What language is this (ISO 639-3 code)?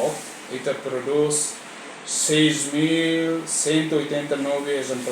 tet